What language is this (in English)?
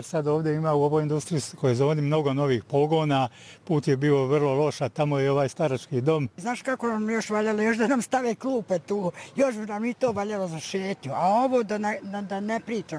Bosnian